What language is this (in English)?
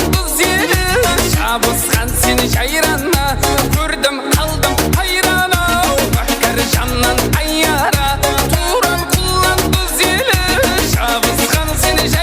Kara-Kalpak